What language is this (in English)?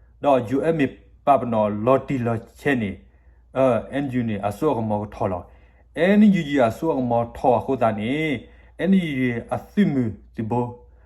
S'gaw Karen